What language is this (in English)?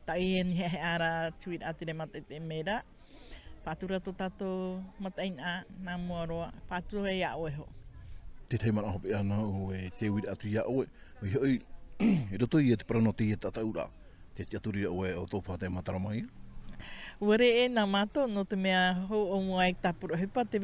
Tahitian